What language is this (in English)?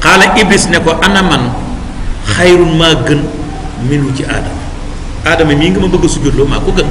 Wolof